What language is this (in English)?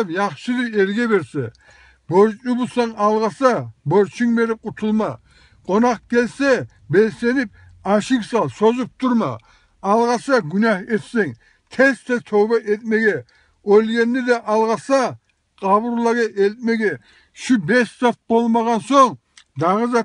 Kumyk